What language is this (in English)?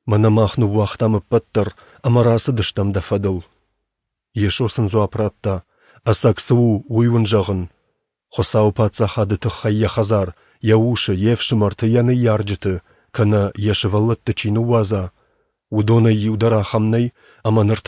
Ossetic